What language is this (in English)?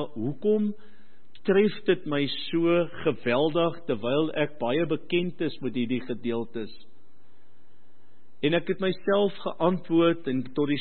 Afrikaans